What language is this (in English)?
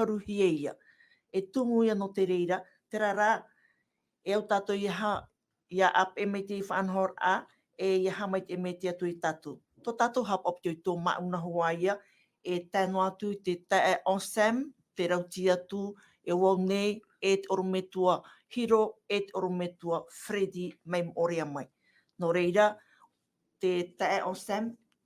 Tahitian